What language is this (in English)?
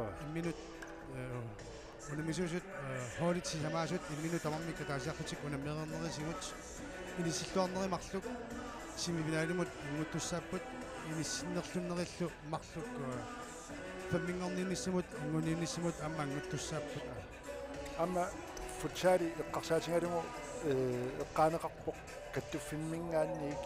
Kalaallisut